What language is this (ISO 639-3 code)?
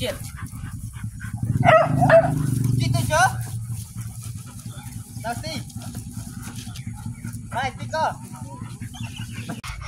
msa